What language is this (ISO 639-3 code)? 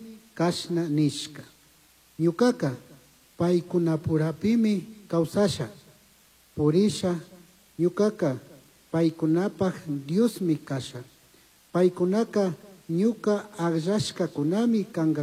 qug